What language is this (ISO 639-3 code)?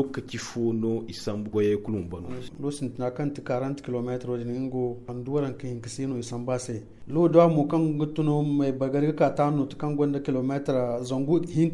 dje